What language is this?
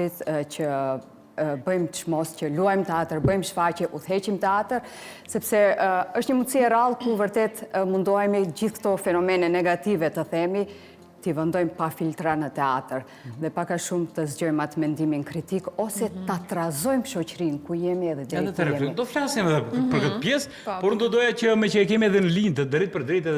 Albanian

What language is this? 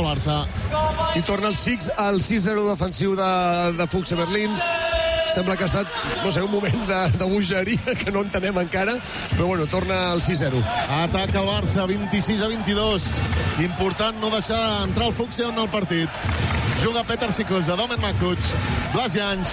Catalan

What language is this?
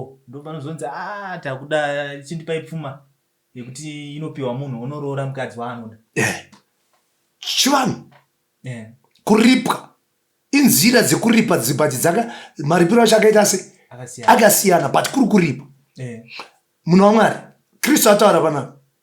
Shona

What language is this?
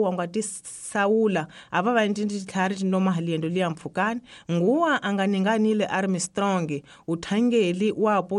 Tsonga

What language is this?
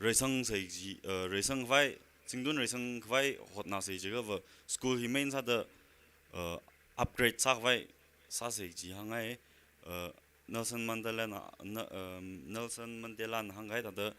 Tangkhul Naga (India)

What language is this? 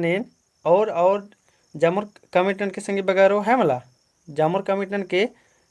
Kurukh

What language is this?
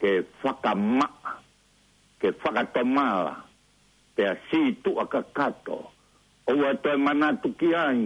Tongan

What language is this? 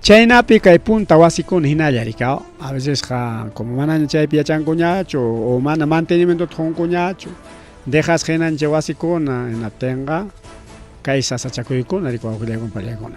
Ayacucho Quechua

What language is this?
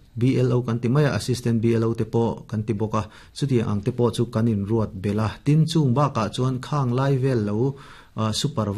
Mizo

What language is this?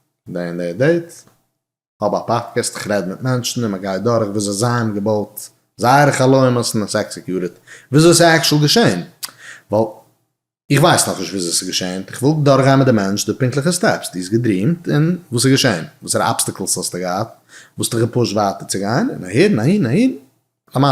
Yiddish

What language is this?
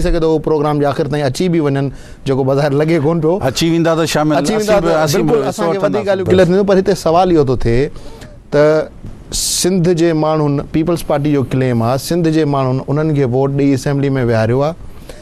Sindhi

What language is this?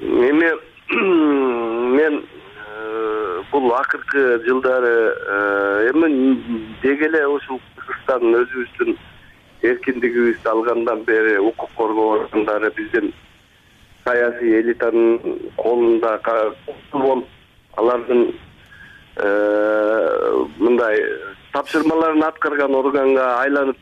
Kyrgyz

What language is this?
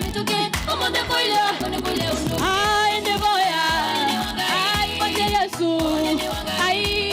Kamba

